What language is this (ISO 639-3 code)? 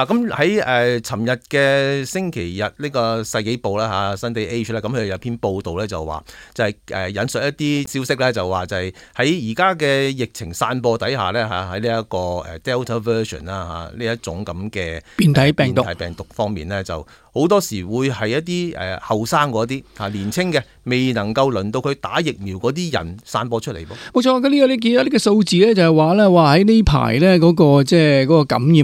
yue